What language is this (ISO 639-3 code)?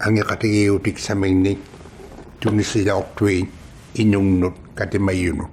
iku